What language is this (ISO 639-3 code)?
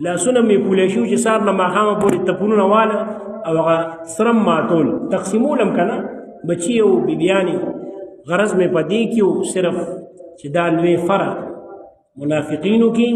pus